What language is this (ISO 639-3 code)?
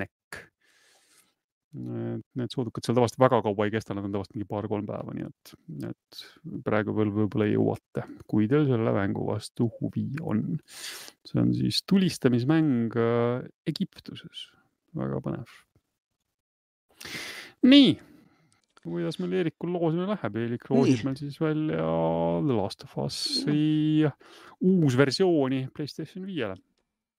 est